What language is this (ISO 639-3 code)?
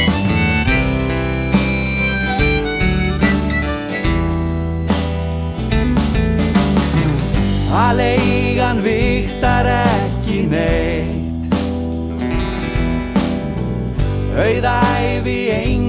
isl